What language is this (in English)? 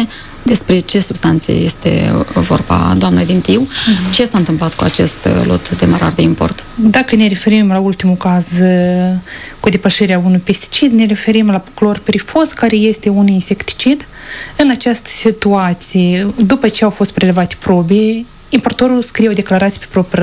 Romanian